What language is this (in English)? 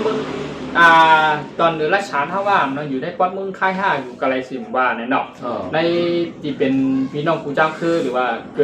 Shan